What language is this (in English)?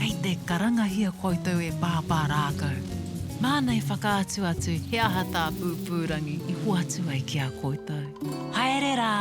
Māori